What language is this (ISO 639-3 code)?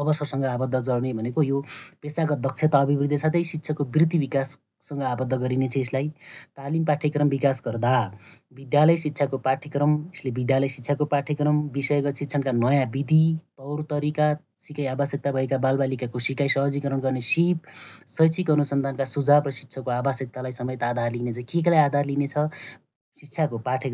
nep